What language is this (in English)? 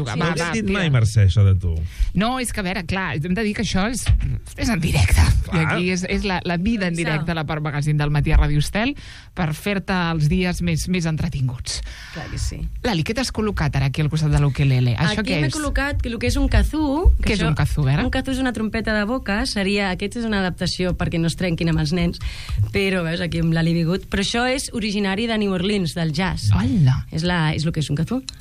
Catalan